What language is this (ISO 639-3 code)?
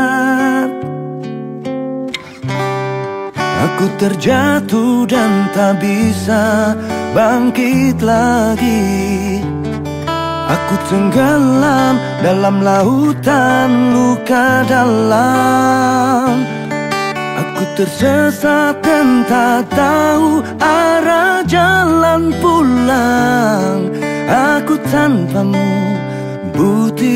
ind